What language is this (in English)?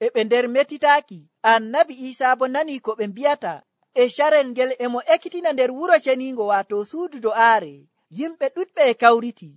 Nigerian Fulfulde